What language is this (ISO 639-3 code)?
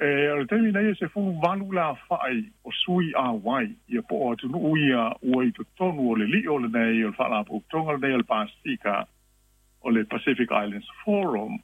smo